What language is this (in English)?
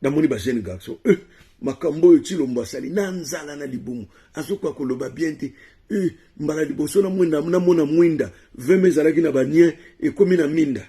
Lingala